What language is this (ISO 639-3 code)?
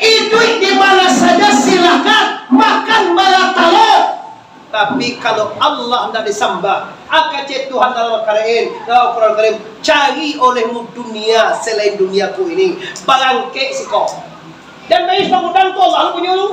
min